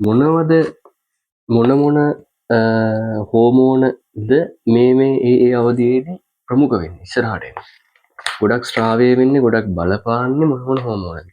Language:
Sinhala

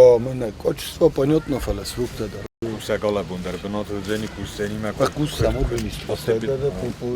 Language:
Ossetic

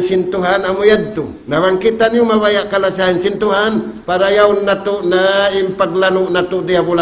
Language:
Tausug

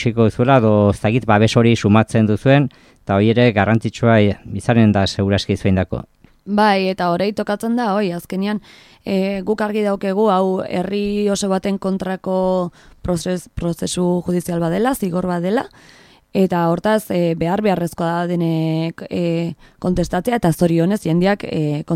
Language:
Basque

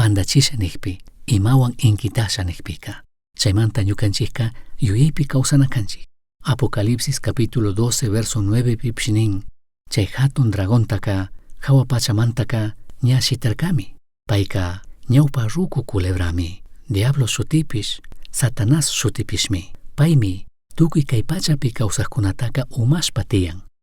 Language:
Chimborazo Highland Quichua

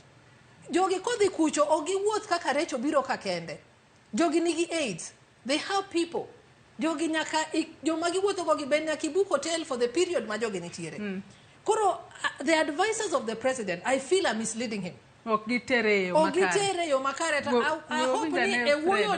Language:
Luo (Kenya and Tanzania)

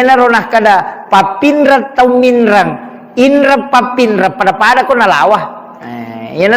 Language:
Buginese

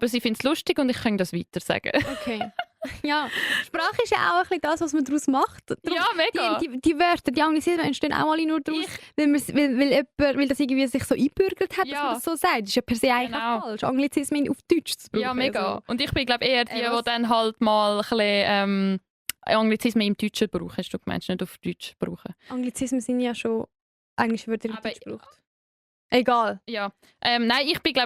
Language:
Swiss German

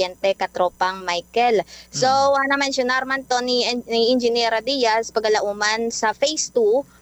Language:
Hiligaynon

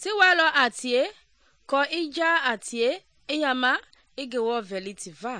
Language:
Mende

